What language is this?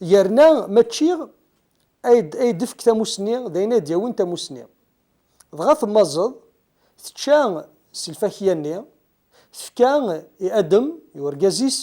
Kabyle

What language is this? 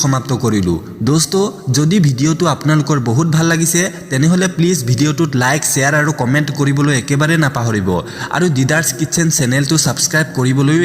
Assamese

